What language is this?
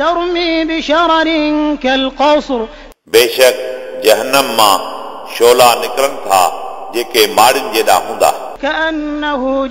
Sindhi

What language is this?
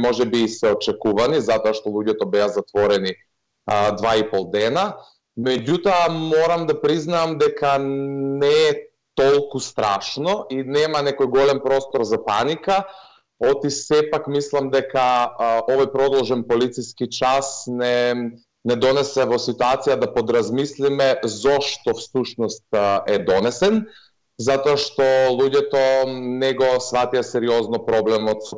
Macedonian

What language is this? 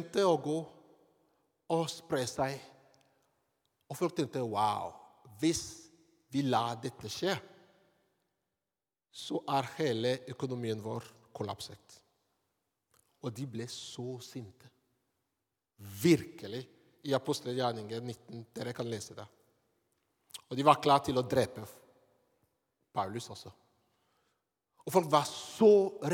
Norwegian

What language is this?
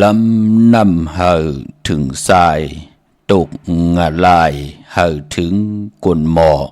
Shan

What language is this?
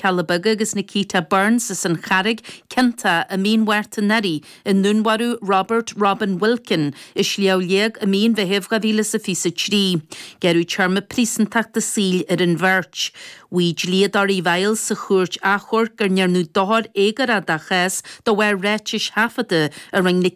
Irish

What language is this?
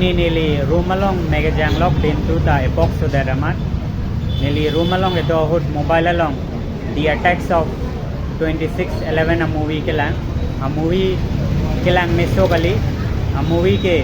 Karbi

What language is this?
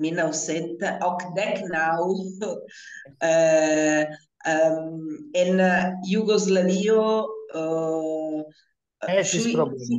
Esperanto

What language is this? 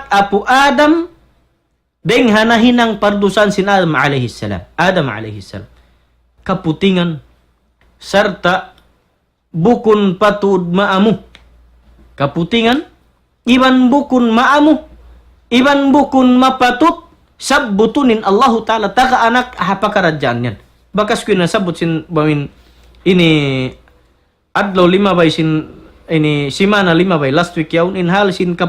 Tausug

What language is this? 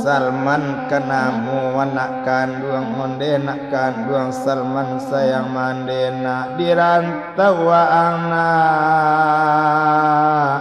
Minangkabau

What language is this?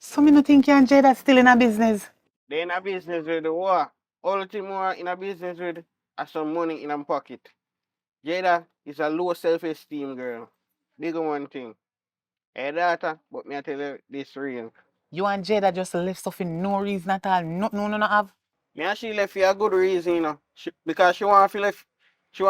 Jamaican Creole English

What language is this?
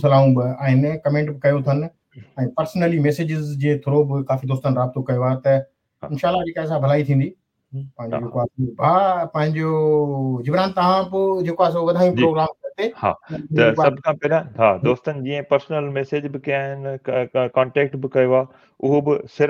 Sindhi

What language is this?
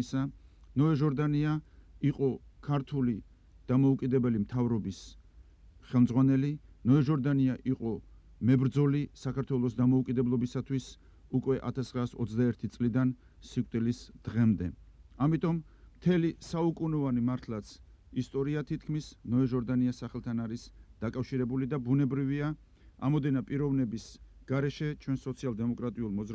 Georgian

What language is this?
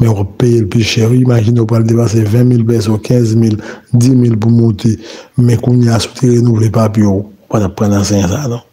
Haitian Creole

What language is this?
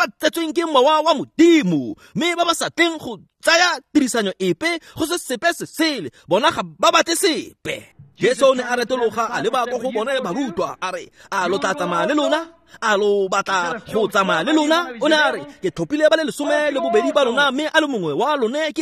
Tswana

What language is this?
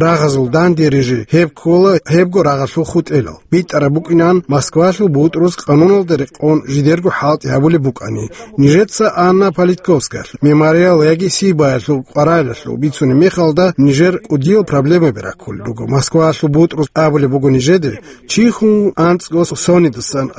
Avaric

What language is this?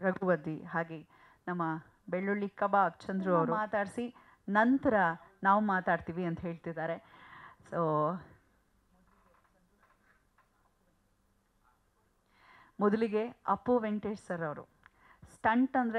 Kannada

